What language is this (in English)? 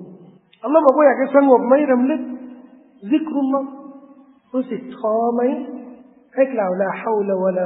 Thai